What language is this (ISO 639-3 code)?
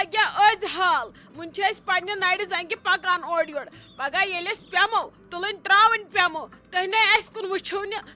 kas